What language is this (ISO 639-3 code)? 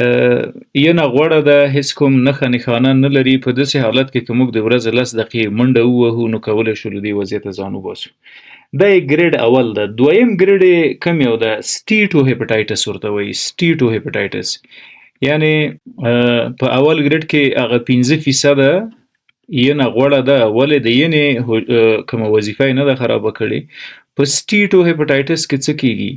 pus